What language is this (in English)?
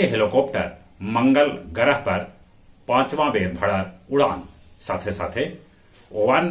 Magahi